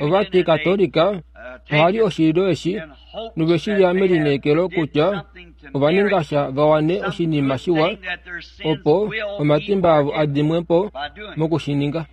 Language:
Kuanyama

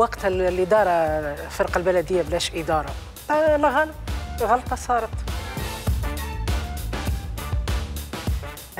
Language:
Tunisian Arabic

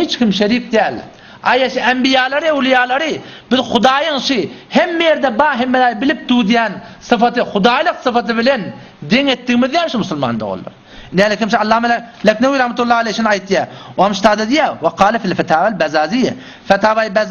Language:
Turkmen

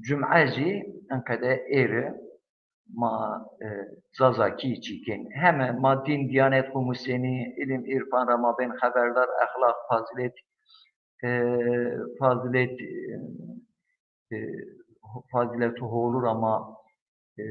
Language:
Zaza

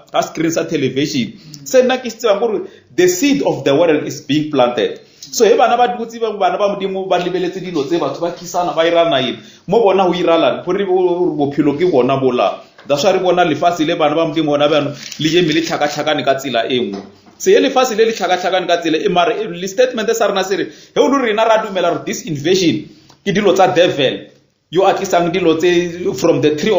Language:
Northern Sotho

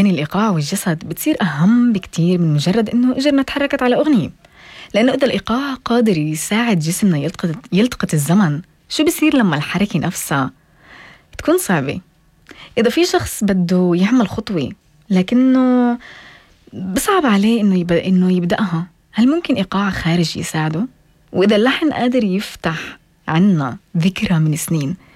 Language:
North Levantine Arabic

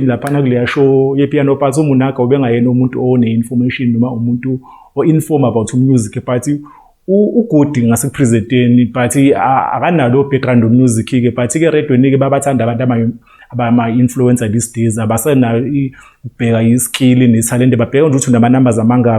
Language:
Zulu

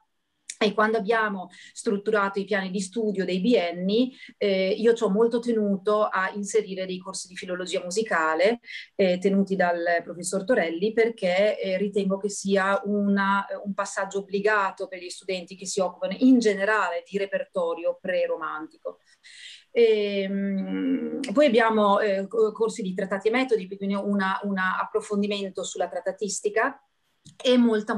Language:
Italian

